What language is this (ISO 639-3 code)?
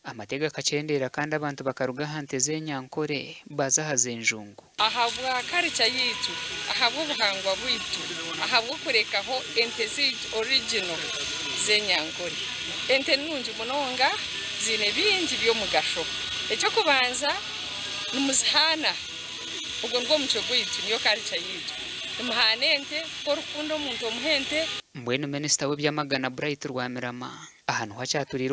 nyn